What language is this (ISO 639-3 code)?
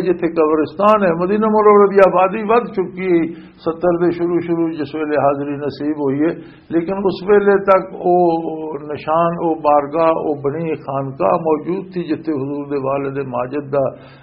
lah